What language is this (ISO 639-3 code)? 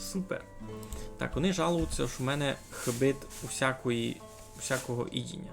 rue